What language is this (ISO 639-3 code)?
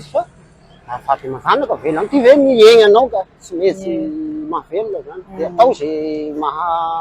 mlg